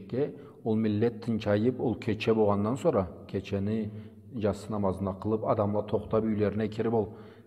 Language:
Karachay-Balkar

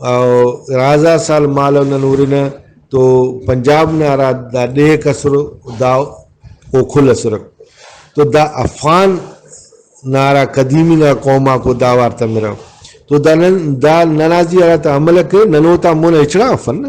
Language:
Brahui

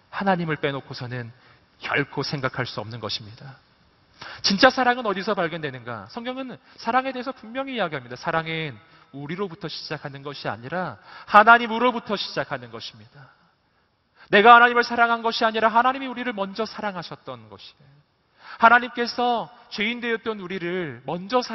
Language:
Korean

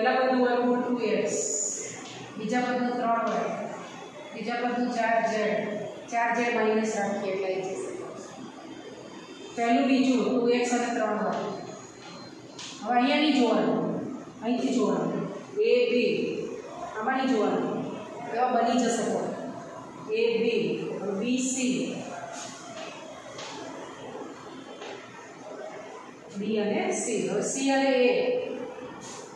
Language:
Gujarati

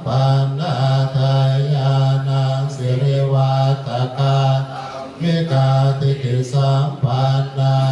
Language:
Pali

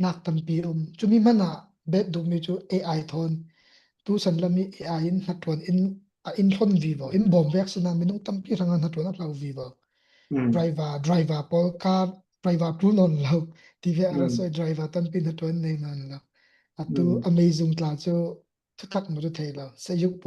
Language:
Falam Chin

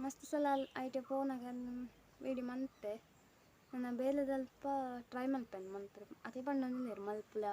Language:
Tulu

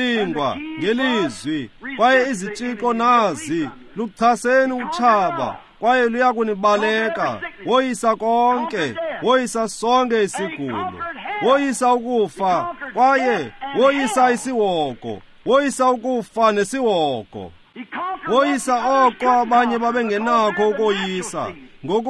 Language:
Xhosa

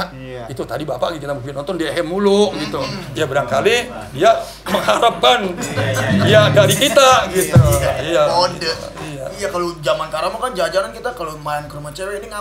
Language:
Betawi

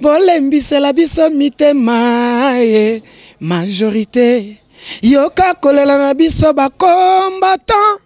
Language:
Lingala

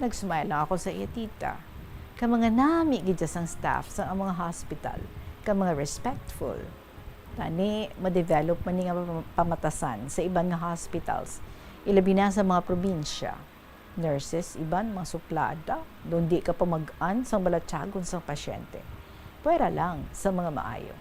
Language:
Hiligaynon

